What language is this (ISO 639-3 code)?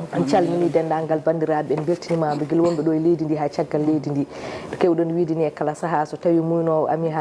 ful